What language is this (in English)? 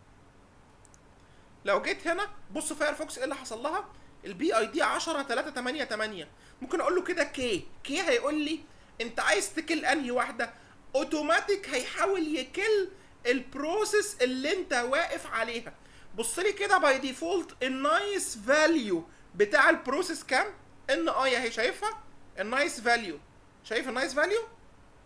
Egyptian Arabic